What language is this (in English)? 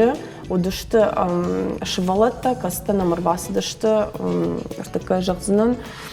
Ossetic